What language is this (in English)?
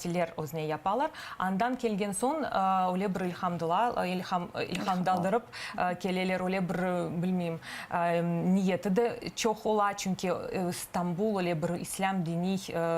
Crimean Tatar